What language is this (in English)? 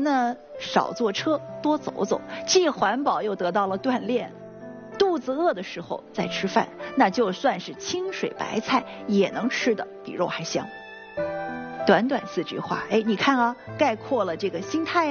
Chinese